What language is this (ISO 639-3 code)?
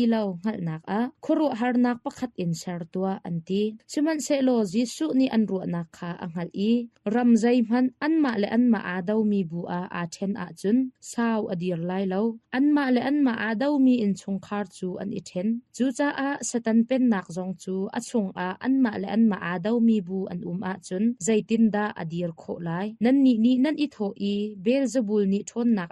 cnh